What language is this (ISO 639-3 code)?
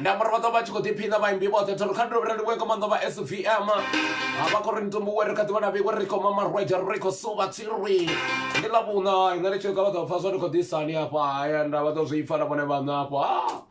ven